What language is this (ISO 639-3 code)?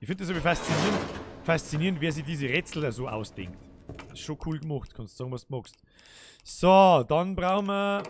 bar